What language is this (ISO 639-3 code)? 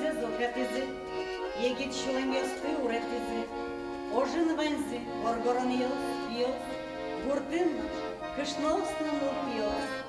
udm